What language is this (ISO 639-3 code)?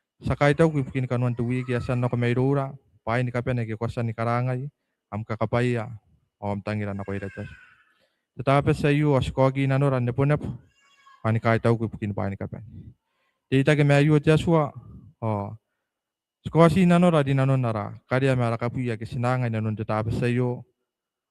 gil